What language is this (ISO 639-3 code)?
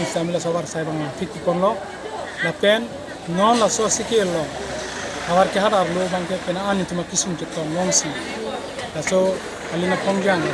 mjw